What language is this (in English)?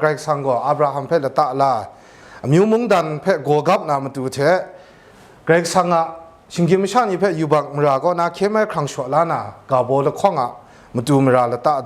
Kachin